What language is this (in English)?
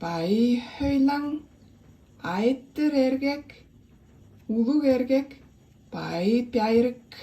Tuvinian